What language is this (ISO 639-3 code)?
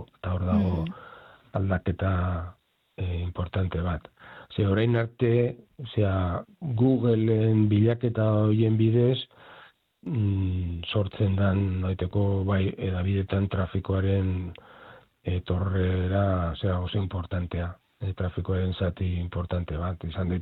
eus